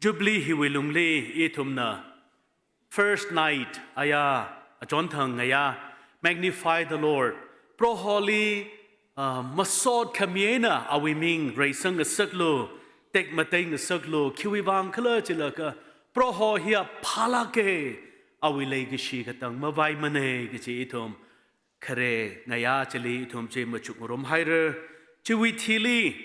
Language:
Tangkhul Naga (India)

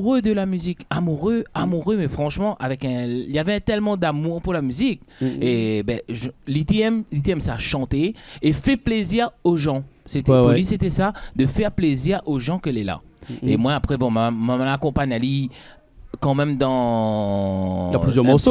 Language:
Réunion Creole French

